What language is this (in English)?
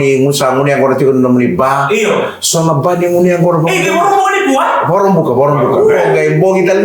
Fijian